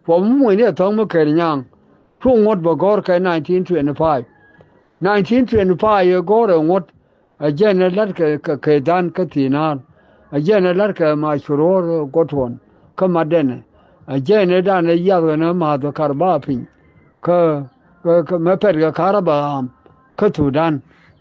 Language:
Nuer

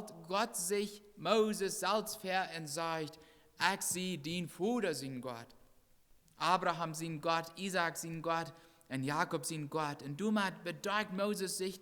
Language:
Plautdietsch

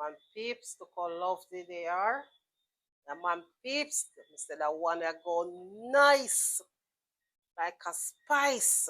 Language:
Jamaican Creole English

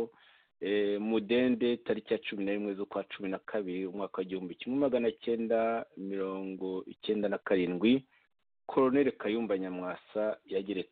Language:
Kinyarwanda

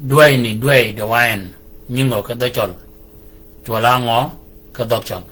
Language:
Shilluk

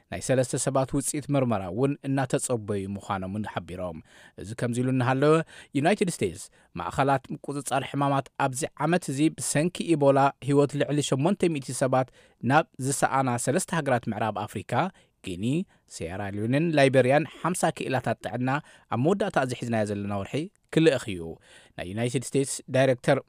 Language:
Tigrinya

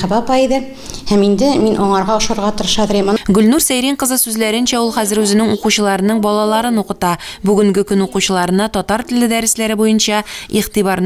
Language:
Tatar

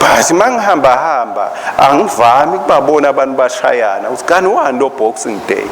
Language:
Swati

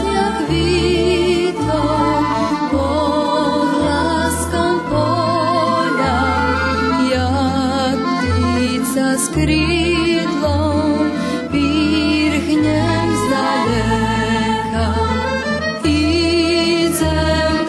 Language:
Rusyn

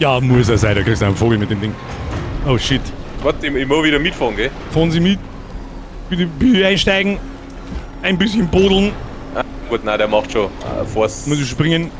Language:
Bavarian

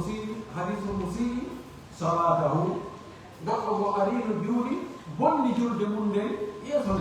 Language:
Pular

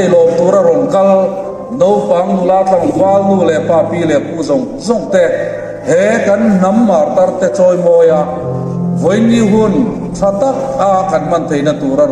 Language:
Hmar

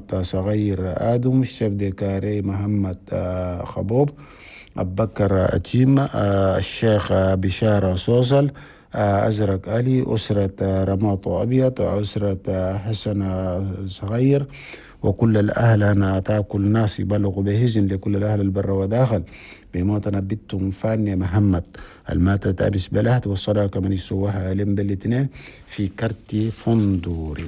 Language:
Chadian Arabic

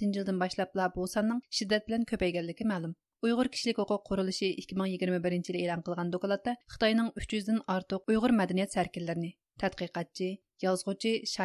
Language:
Uyghur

